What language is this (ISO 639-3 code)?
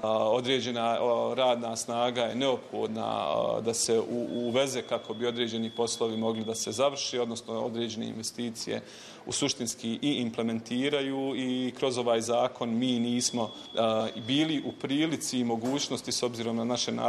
bos